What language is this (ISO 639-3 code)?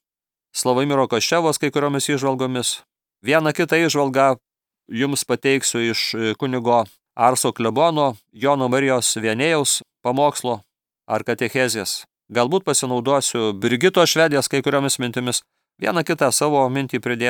lit